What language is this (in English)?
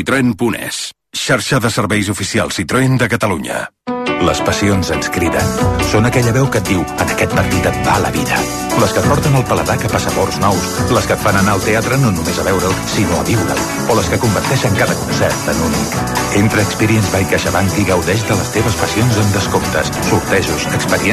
Catalan